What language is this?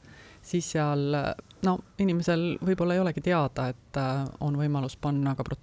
Estonian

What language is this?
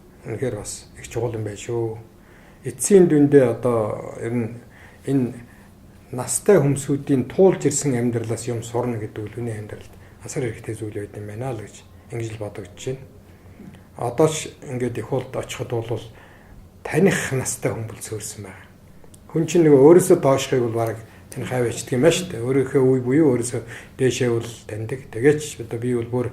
Mongolian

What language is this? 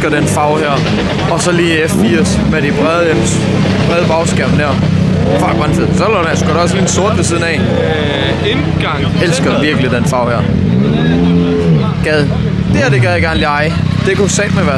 Danish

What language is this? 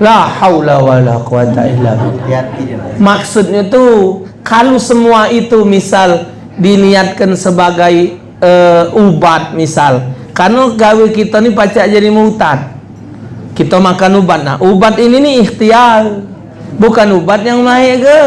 Musi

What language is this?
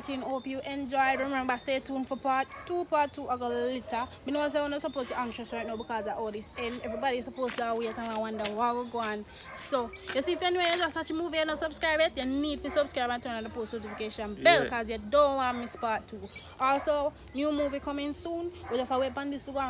Jamaican Creole English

